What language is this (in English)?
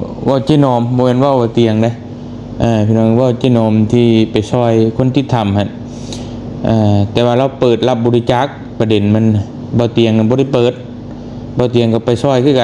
Lao